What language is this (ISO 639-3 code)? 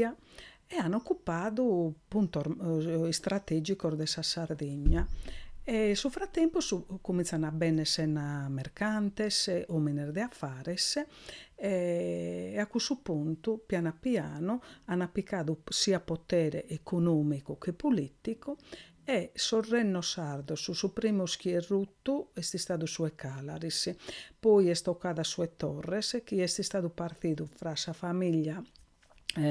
srd